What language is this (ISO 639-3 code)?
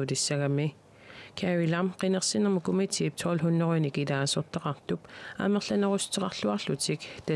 kal